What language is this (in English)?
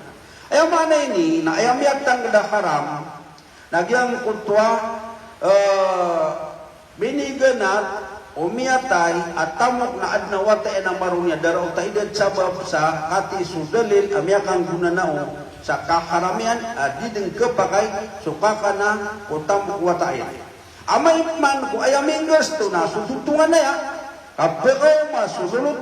Maranao